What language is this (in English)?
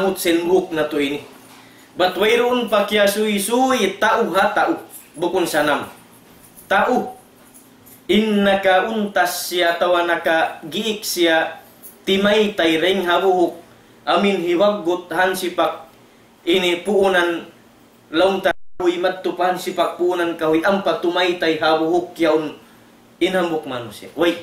Tausug